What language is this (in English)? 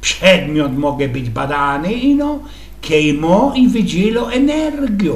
Silesian